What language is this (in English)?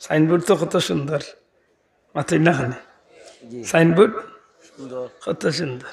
Sylheti